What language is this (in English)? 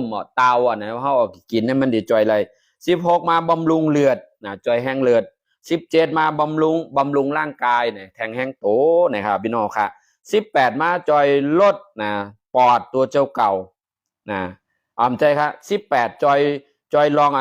Shan